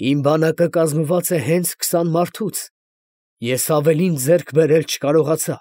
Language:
Armenian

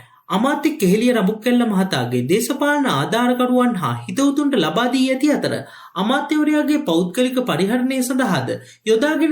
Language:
Sinhala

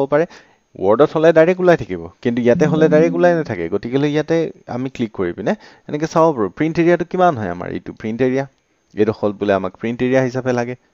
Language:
Assamese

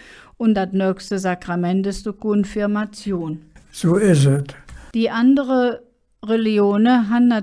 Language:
Colognian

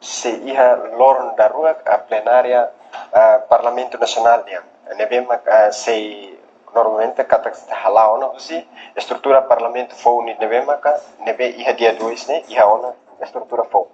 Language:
Tetum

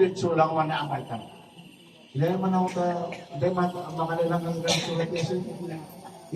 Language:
Maranao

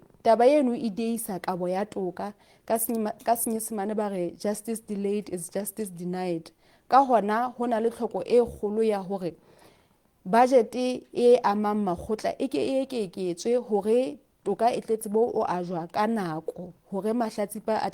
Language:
Southern Sotho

